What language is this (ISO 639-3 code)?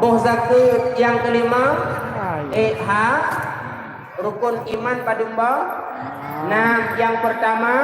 ace